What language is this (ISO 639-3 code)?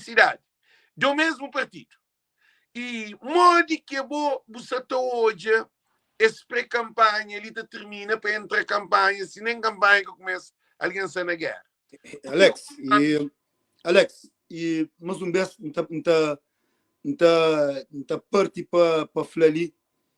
kea